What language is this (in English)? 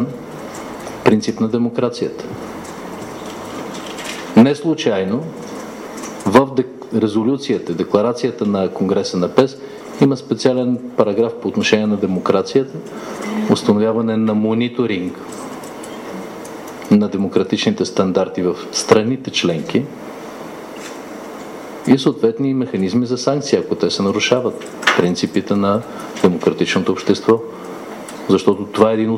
Bulgarian